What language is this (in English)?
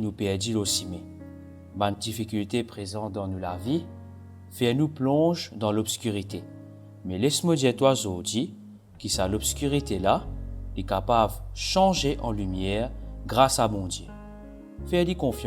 Morisyen